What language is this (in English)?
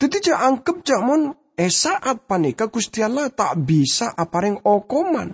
Madurese